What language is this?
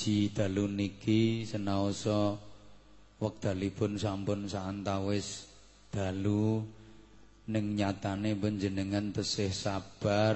Javanese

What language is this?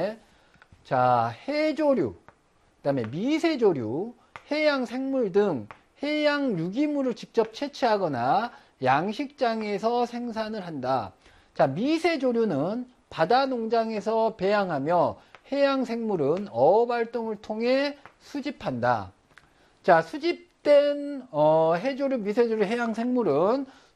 Korean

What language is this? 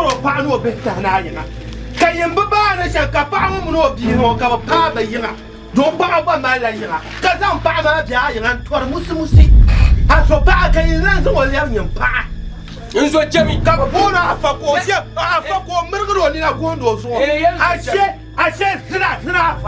Dagbani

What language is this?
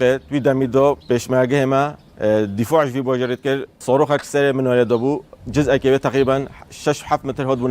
Kurdish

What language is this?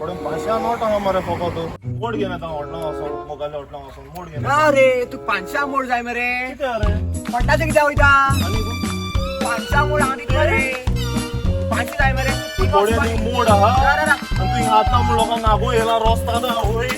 Konkani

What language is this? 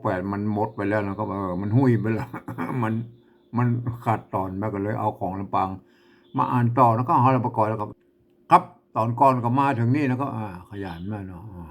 Northern Thai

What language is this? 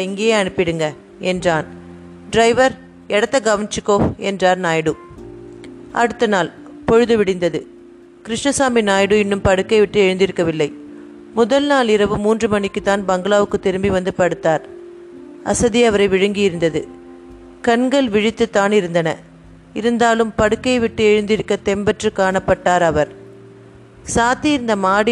Tamil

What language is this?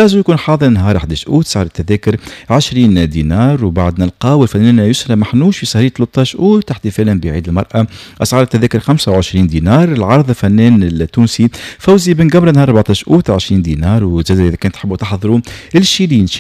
Tunisian Arabic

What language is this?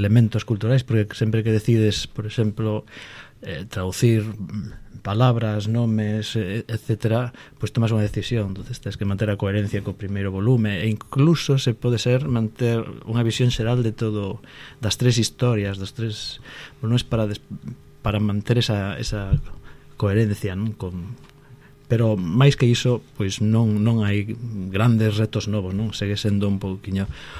Galician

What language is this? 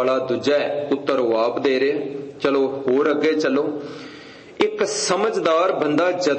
Punjabi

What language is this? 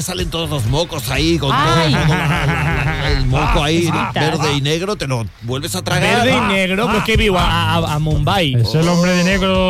Catalan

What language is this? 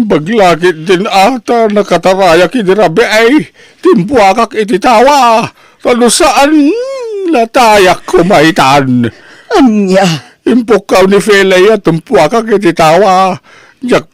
Iloko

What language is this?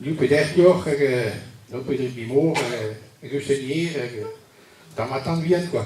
Breton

